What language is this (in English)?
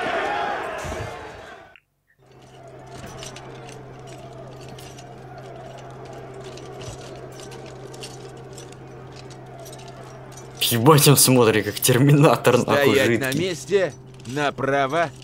Russian